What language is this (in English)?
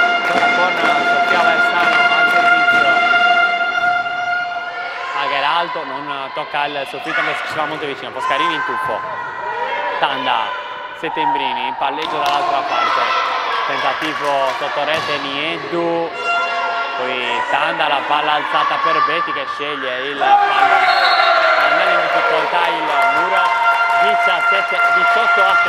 Italian